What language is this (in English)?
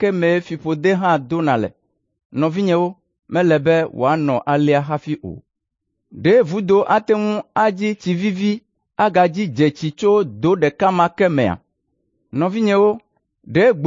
Ewe